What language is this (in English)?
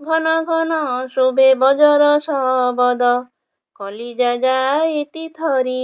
Odia